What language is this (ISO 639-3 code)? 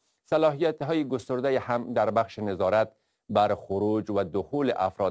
fas